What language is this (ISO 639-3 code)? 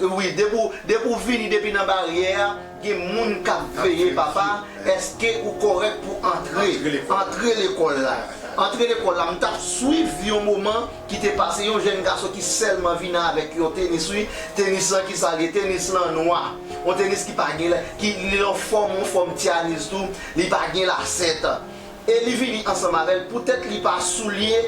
hat